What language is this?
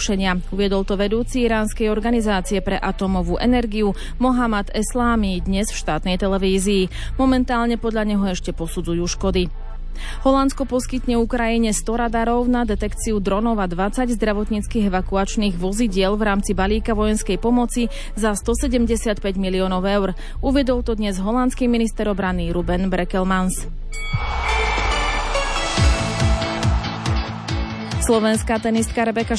Slovak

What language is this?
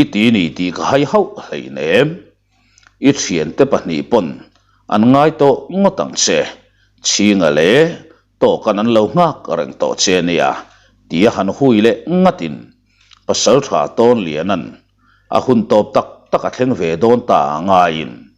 Mizo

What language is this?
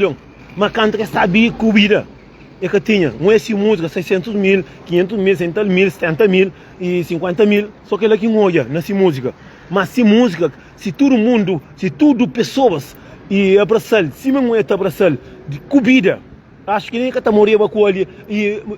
Kabuverdianu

